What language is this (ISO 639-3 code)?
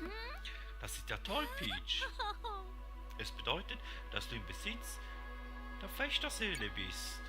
gsw